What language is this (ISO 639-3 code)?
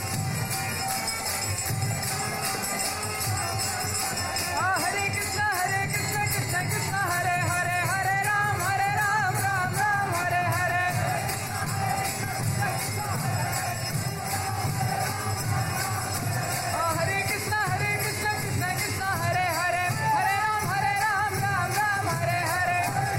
hin